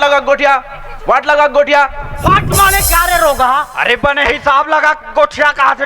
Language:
Chhattisgarhi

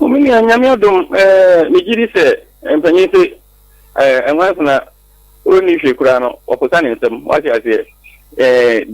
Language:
Akan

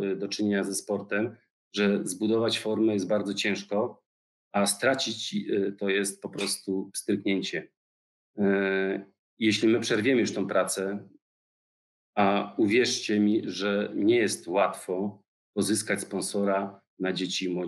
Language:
Polish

